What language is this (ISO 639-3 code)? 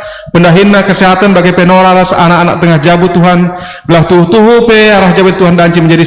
btx